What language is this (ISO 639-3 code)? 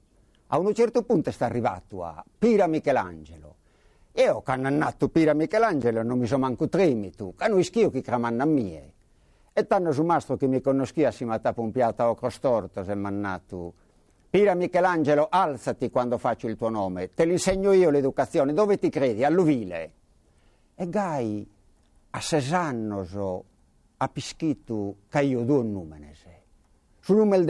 srd